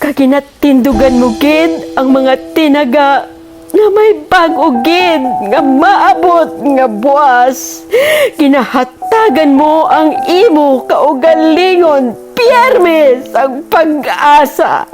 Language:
Hiligaynon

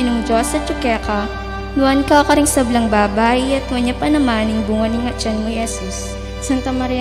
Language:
Pampanga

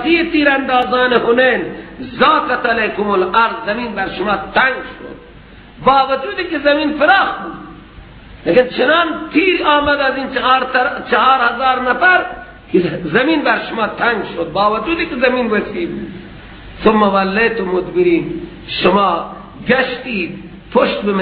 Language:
Persian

